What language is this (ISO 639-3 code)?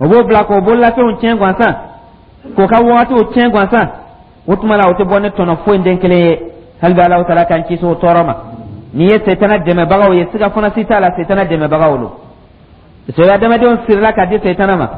dyu